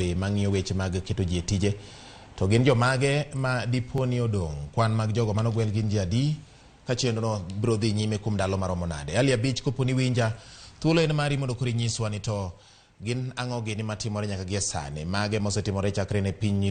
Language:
Luo (Kenya and Tanzania)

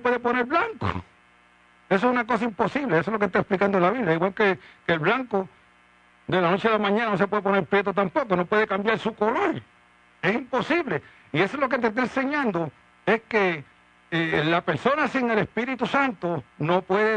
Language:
Spanish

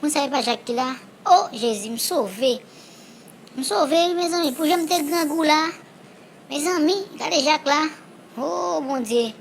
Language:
Haitian Creole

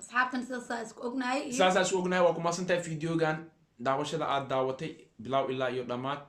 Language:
Somali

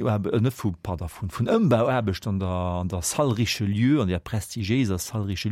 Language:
Luxembourgish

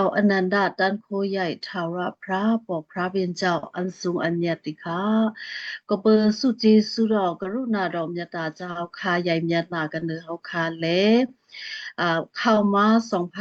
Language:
Shan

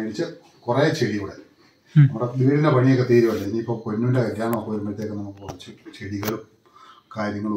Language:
Malayalam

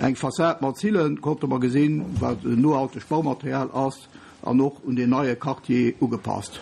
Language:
Luxembourgish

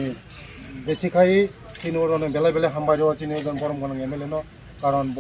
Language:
Kok Borok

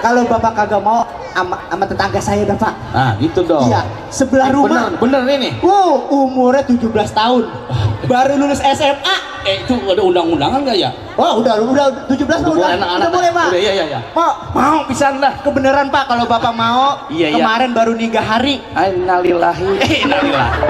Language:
Betawi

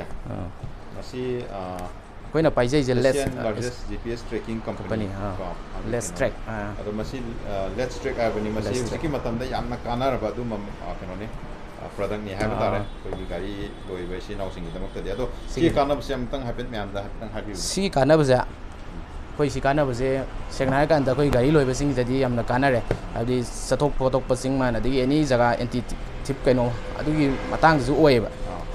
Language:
Manipuri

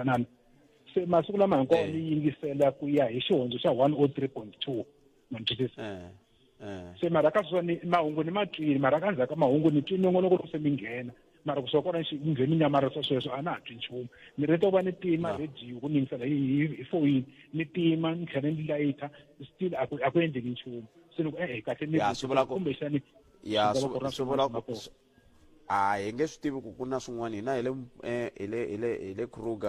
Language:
Tsonga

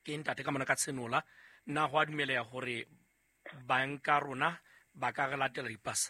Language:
Southern Sotho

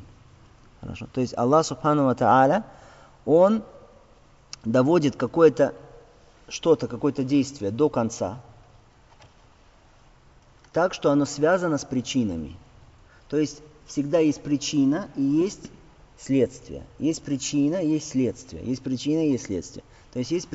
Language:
Russian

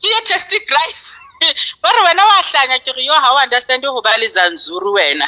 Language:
Southern Sotho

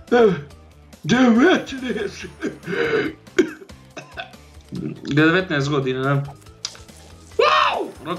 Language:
Croatian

